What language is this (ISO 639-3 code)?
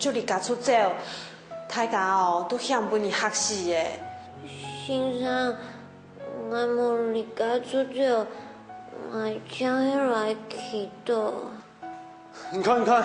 hak